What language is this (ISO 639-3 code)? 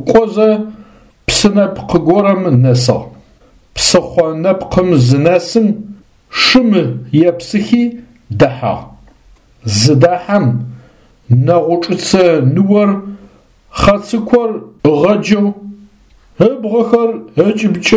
ady